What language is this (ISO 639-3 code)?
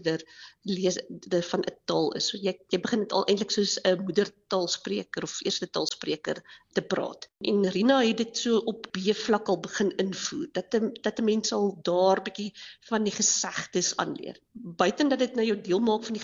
afr